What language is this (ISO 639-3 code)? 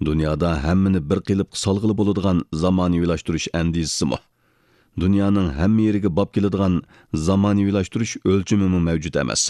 uig